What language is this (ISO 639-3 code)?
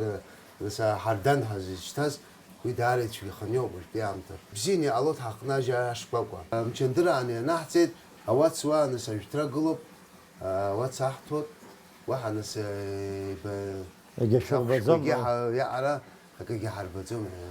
abk